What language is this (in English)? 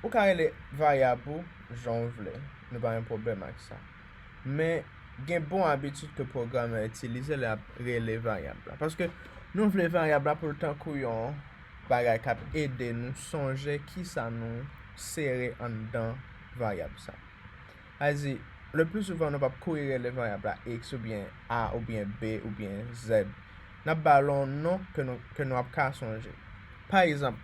Haitian Creole